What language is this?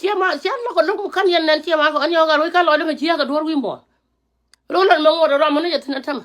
Nuer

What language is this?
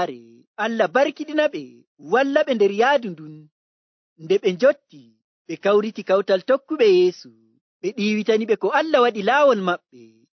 Nigerian Fulfulde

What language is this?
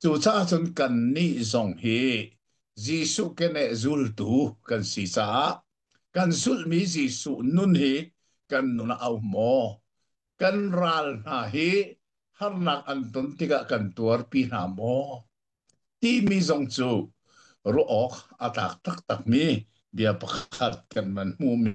Hakha Chin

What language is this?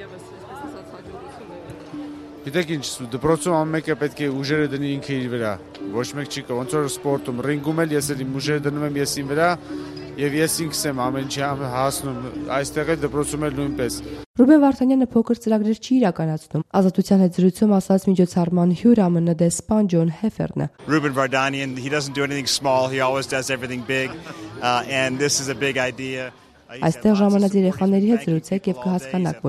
Armenian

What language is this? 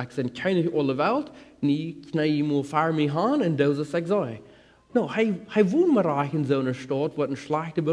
Plautdietsch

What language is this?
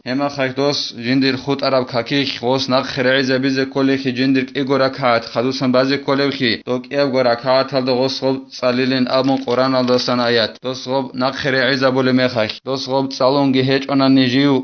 Avaric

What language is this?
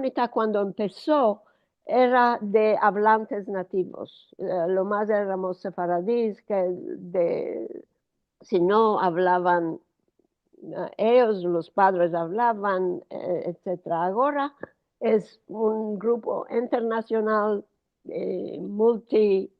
Ladino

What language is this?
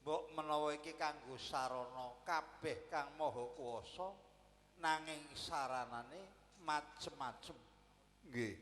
Javanese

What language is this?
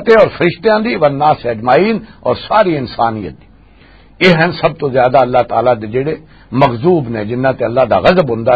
Western Panjabi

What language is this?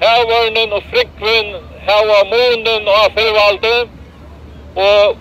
Faroese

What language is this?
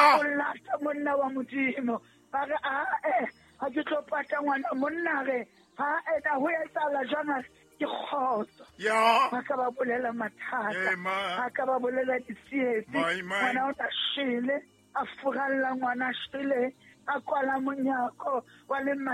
Southern Sotho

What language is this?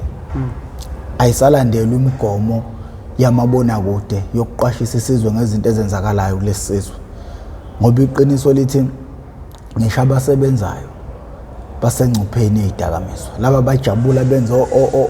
Zulu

